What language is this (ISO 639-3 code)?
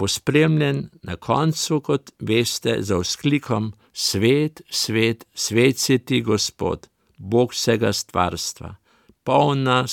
slv